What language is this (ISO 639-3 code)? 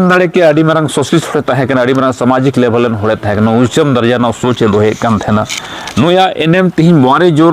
sat